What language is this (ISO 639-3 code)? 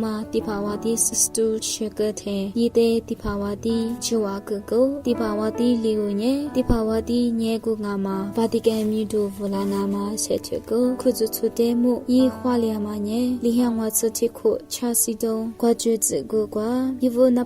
lis